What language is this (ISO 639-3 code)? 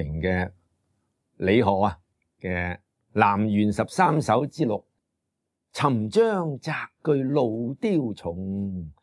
yue